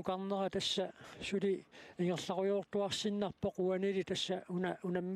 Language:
Kalaallisut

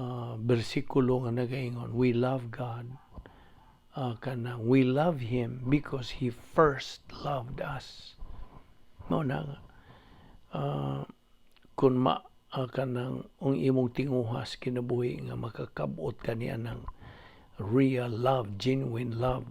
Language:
Cebuano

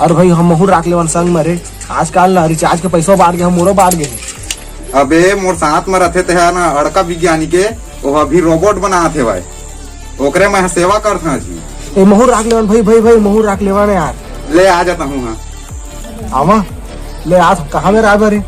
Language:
Chhattisgarhi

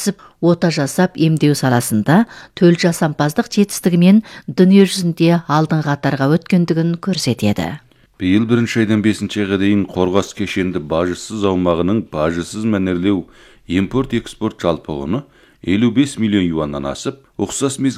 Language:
Kazakh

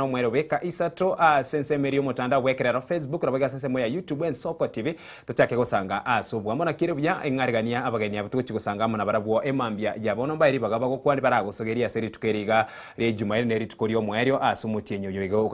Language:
Gusii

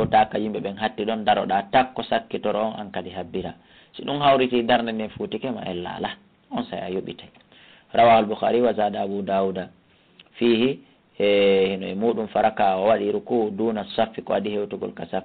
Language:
Fula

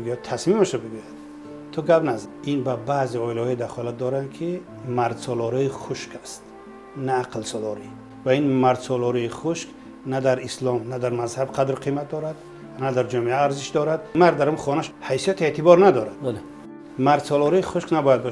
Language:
Tajik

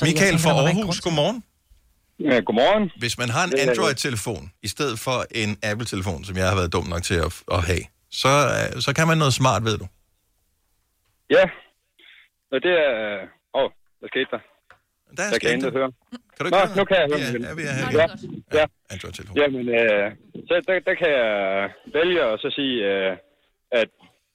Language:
Danish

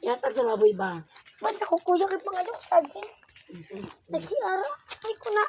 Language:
Cebuano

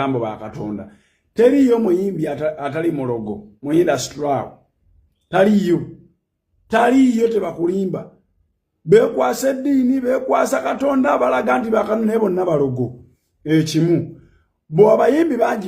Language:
Ganda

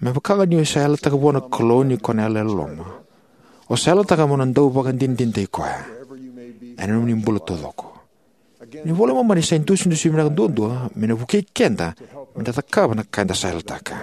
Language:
Fijian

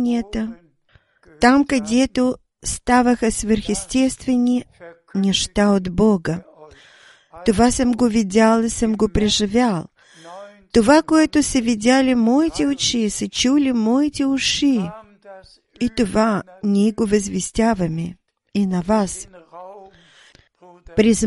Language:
Bulgarian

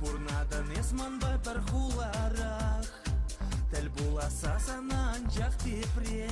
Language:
Chuvash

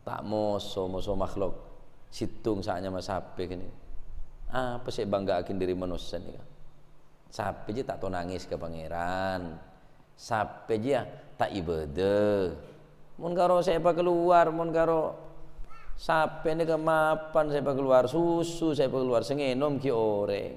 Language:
Madurese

